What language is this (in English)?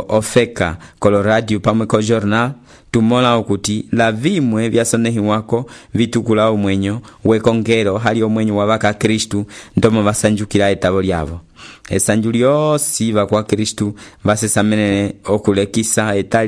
Umbundu